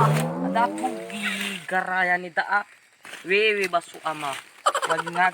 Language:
Nias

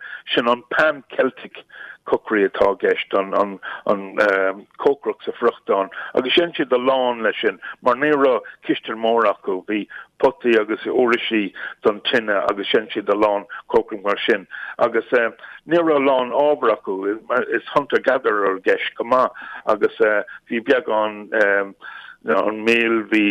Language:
Irish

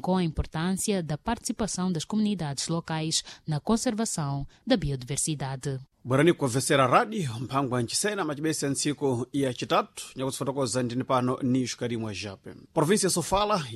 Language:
Sena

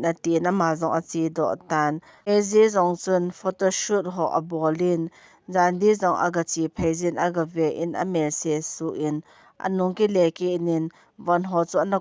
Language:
Thado Chin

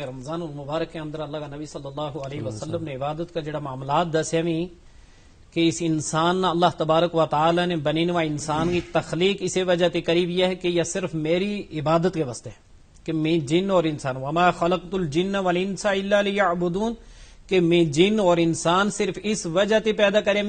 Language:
Gujari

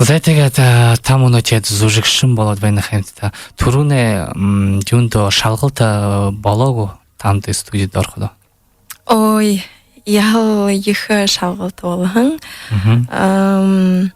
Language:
Buriat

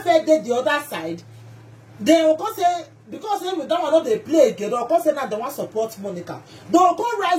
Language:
Nigerian Pidgin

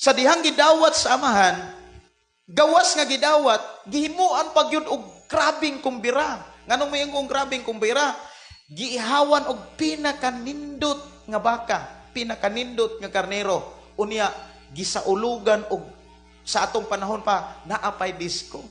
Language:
Cebuano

